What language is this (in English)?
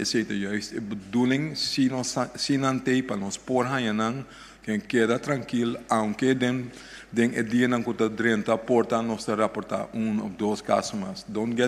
Papiamento